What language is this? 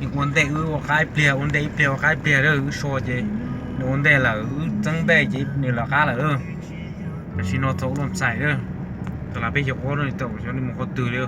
Hmong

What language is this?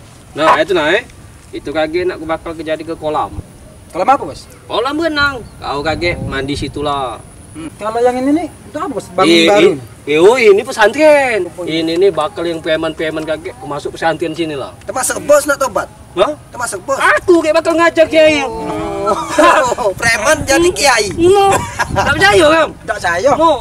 Musi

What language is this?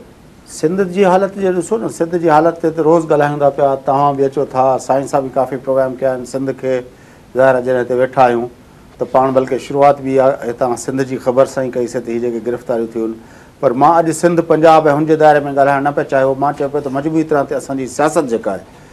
Sindhi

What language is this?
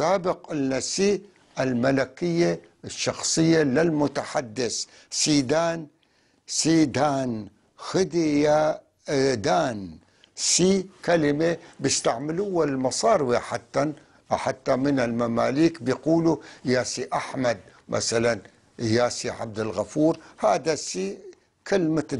North Levantine Arabic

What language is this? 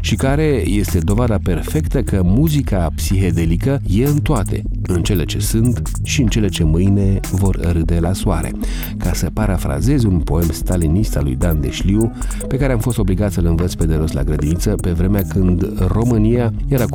Romanian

